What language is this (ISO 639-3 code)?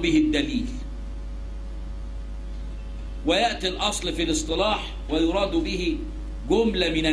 ara